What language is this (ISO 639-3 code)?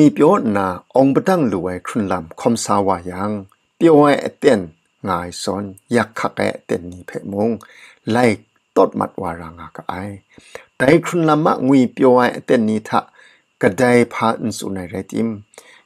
kac